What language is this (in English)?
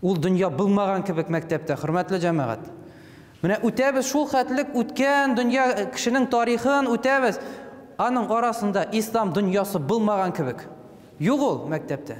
Tatar